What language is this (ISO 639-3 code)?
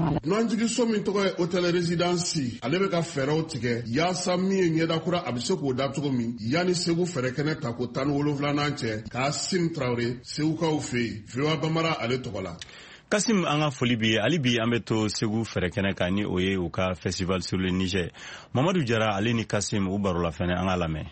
bam